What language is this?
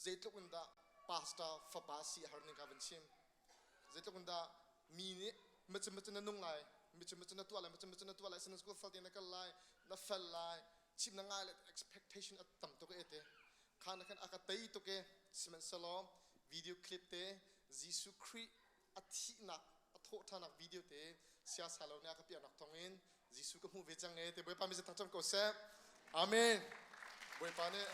Hakha Chin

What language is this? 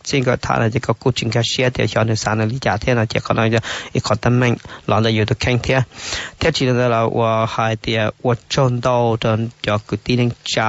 Hmong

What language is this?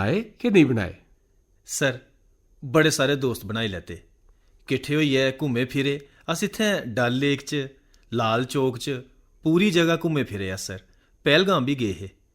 Dogri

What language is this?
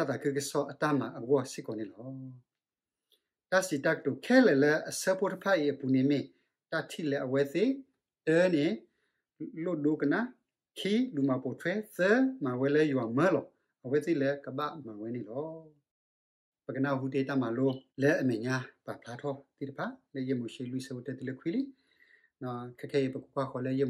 S'gaw Karen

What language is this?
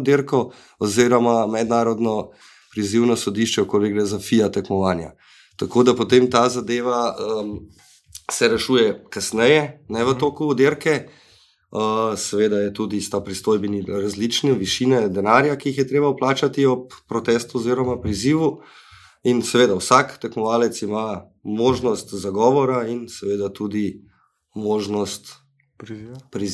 Slovenian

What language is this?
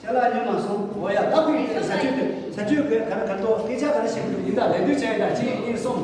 Tibetan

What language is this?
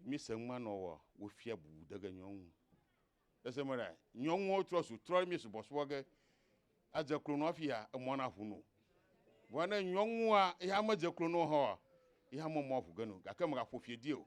Ewe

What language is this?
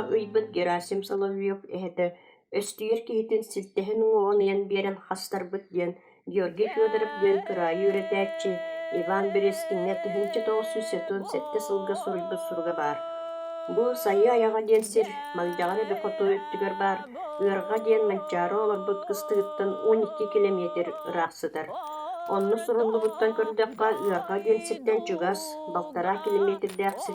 Yakut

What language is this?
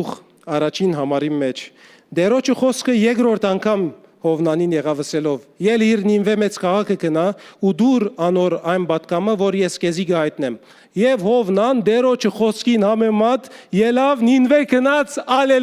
Western Armenian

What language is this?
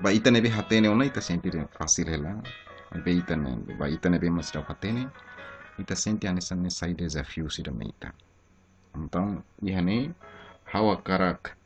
Tetum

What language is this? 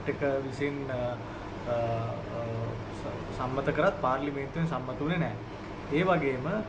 Sinhala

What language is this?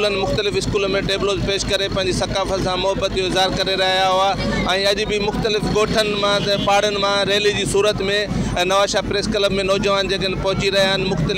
Sindhi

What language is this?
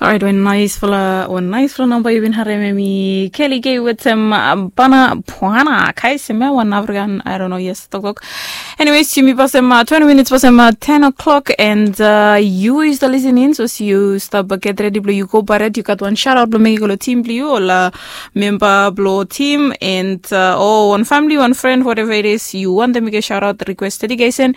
Bislama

